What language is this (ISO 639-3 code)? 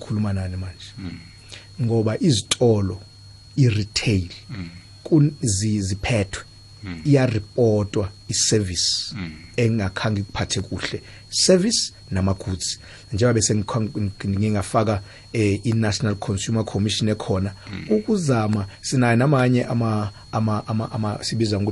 nbl